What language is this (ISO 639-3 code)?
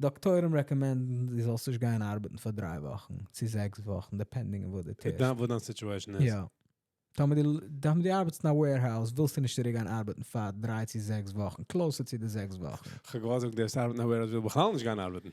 yid